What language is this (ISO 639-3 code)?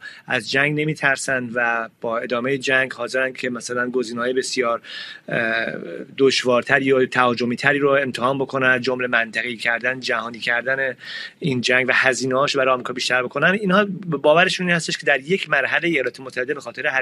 fas